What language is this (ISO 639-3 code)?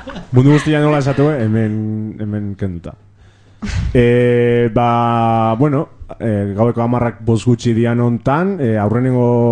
eus